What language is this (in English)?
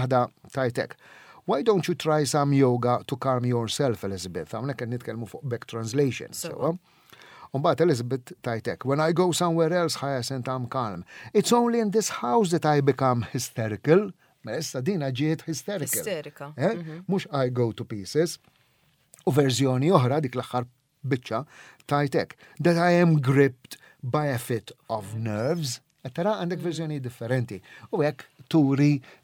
Maltese